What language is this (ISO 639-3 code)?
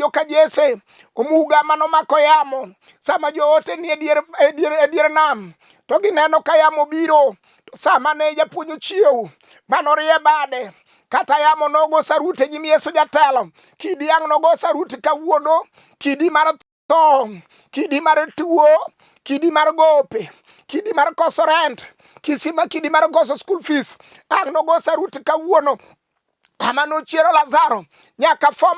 luo